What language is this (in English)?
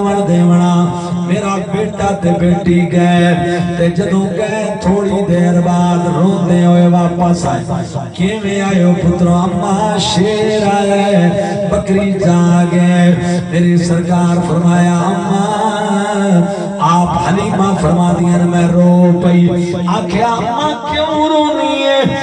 Saraiki